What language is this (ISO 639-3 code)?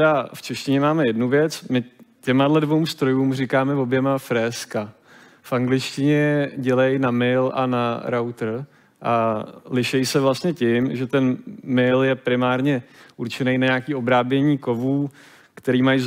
ces